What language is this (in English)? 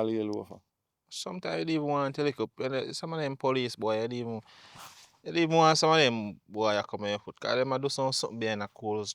Jamaican Creole English